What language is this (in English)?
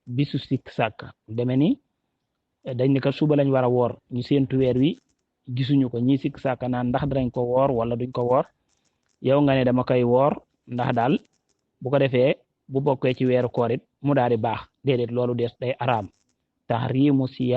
Wolof